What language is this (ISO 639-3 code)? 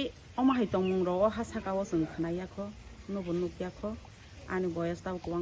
trp